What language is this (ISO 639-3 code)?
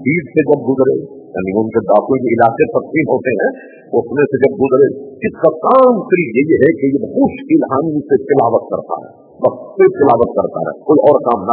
urd